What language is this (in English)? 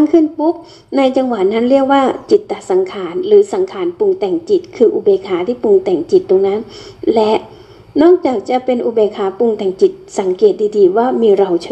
Thai